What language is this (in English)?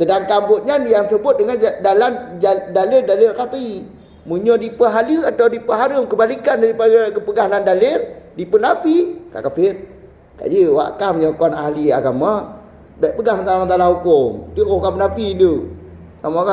Achinese